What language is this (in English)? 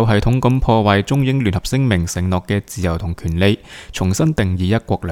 Cantonese